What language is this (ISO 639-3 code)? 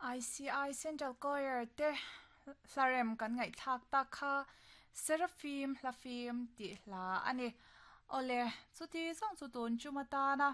lus